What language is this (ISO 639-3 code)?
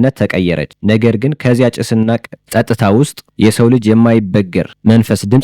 amh